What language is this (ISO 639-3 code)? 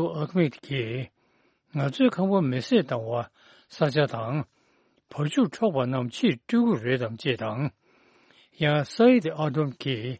bod